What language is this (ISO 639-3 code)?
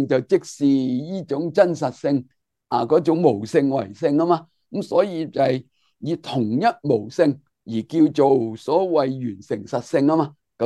yue